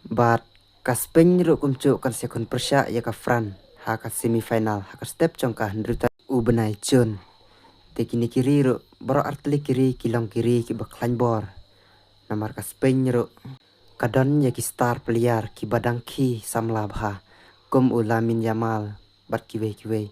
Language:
Khasi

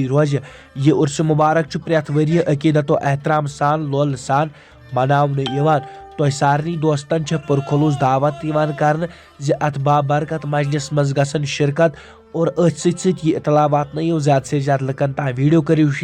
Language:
Kashmiri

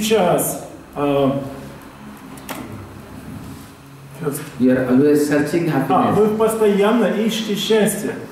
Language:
Russian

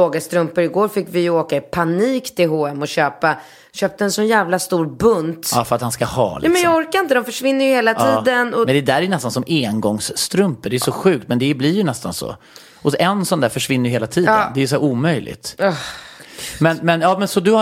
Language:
Swedish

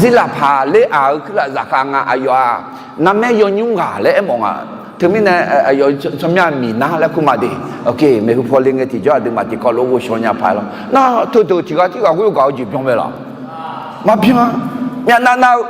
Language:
Akha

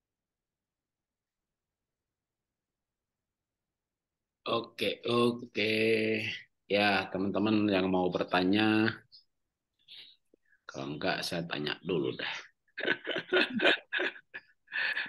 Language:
Indonesian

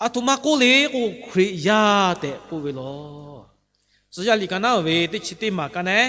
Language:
Lahu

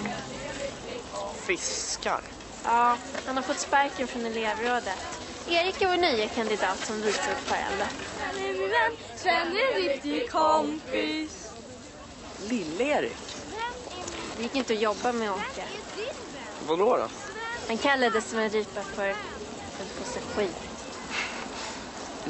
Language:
Swedish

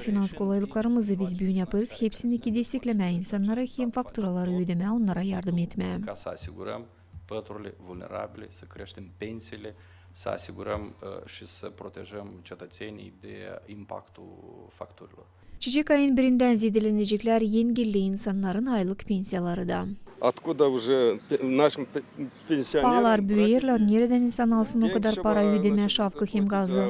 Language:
Gagauz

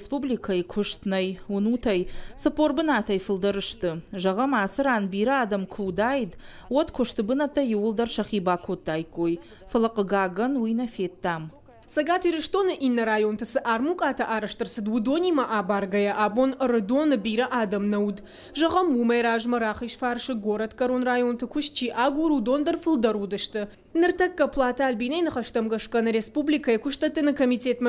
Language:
Ossetic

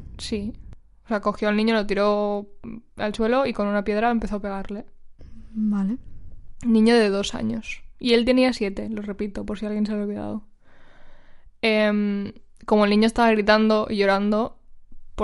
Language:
Spanish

